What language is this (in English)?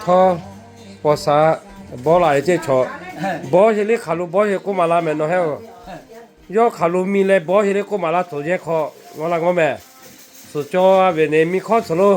Lahu